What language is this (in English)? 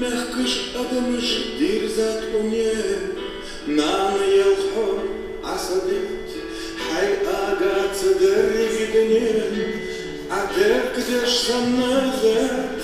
Ingush